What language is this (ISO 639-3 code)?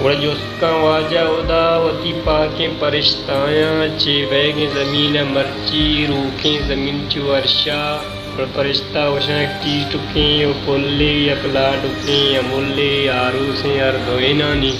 bal